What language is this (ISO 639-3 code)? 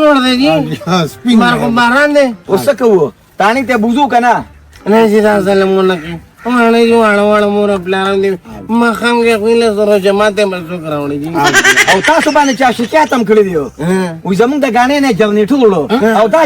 pus